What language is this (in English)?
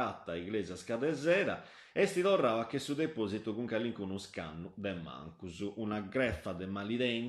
Sardinian